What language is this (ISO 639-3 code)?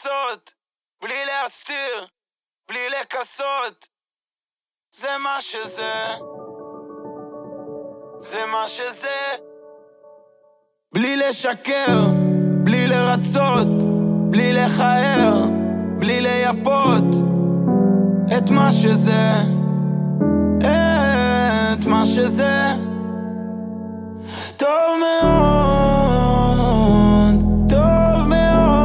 heb